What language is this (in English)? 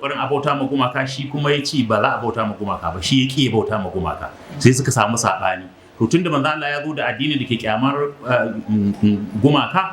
Hausa